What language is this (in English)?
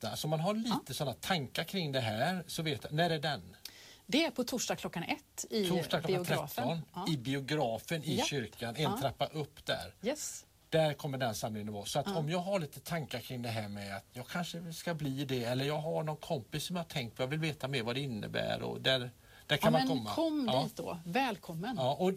Swedish